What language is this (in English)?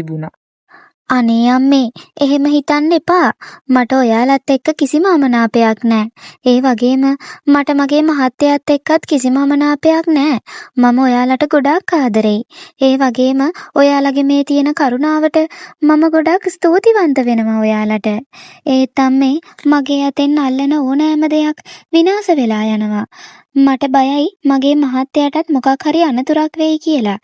Sinhala